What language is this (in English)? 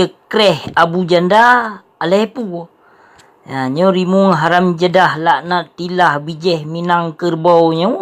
Achinese